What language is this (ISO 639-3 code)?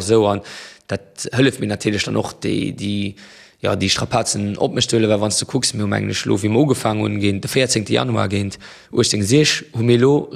ltz